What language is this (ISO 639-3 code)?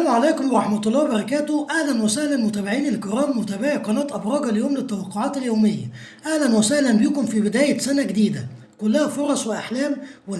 arz